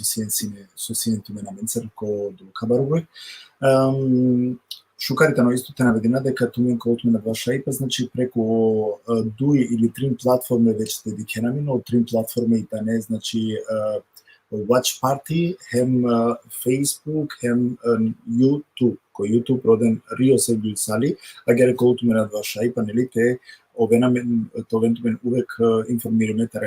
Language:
Balkan Romani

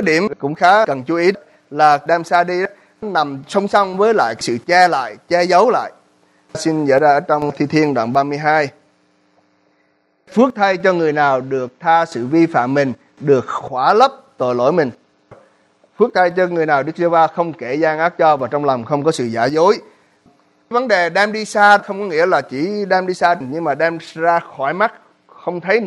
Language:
Vietnamese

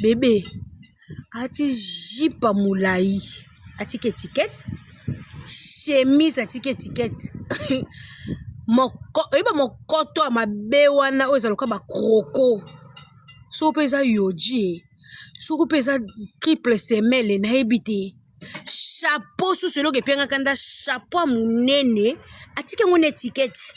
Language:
Lingala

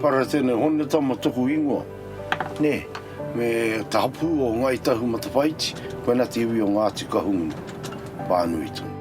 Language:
Māori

